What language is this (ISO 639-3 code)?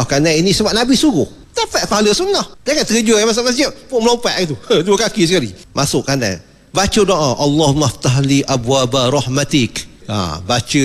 msa